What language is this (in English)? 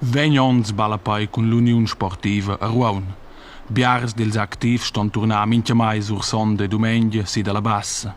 Romansh